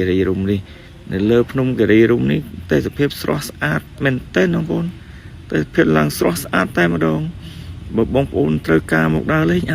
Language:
Khmer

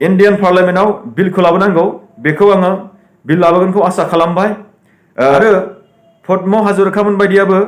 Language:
Bodo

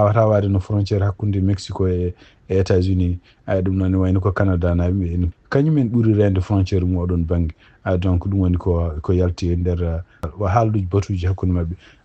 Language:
Fula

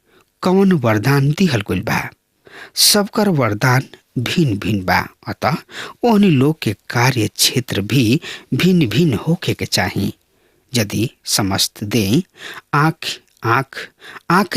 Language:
Bhojpuri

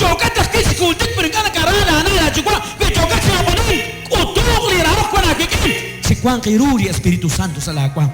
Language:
Kekchí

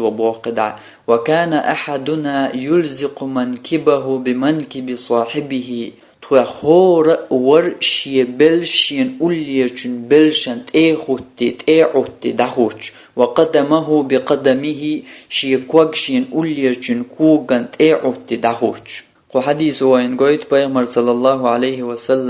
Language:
Chechen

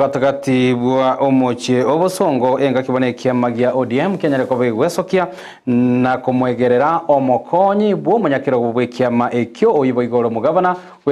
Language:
Gusii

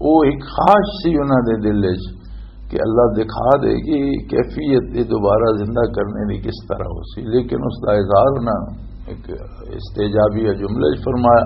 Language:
Western Panjabi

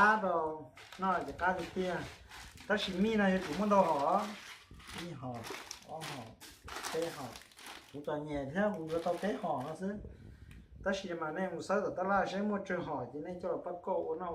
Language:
Hmong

